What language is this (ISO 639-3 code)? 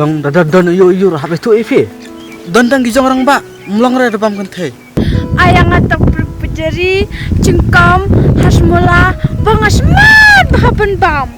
kha